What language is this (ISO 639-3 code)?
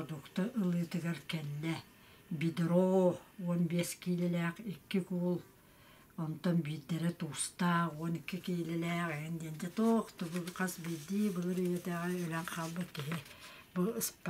sah